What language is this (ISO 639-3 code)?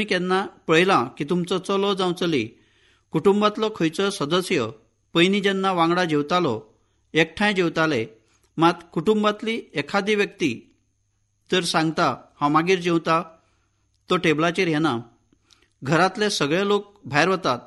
kok